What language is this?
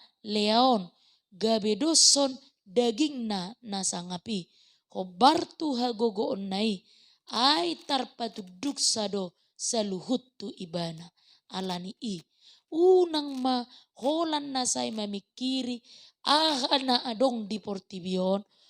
Batak Toba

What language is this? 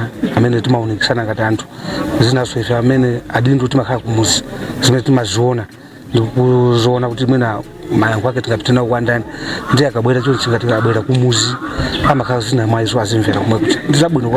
Nyanja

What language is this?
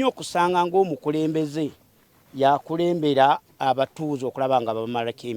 Ganda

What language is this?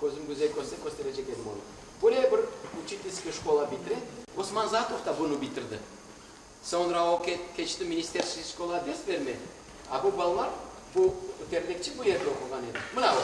Crimean Tatar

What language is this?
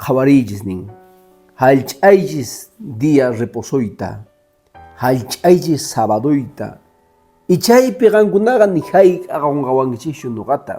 Quechua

